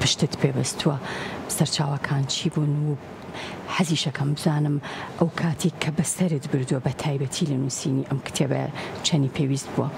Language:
Central Kurdish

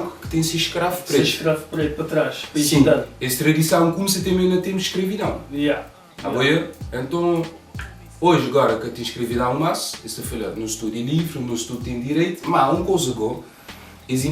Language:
Kabuverdianu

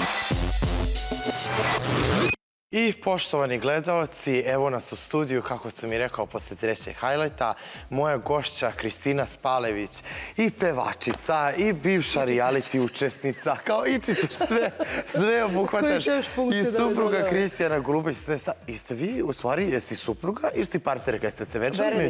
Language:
Serbian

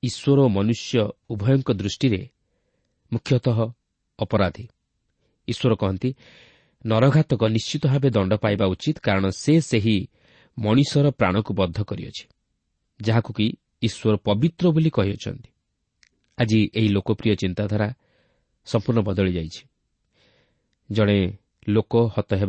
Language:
Odia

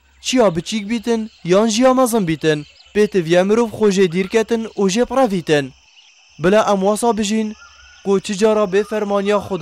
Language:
Kurdish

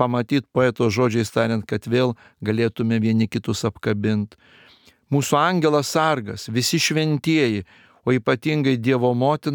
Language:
Lithuanian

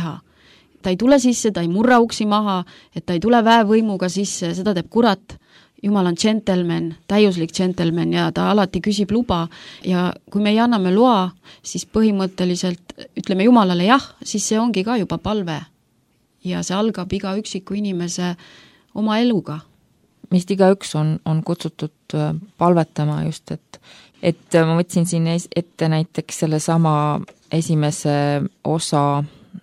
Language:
Estonian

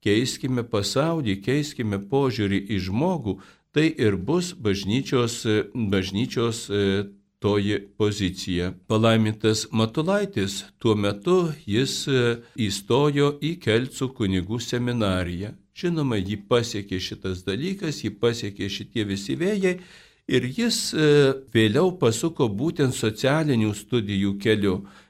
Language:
Lithuanian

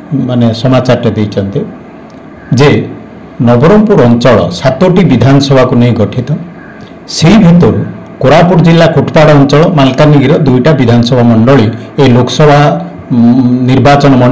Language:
Odia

